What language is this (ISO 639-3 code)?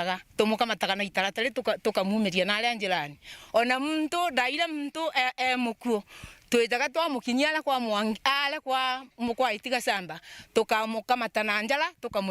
mer